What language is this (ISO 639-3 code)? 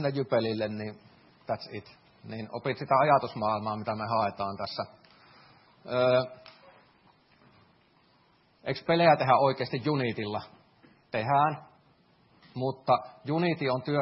fin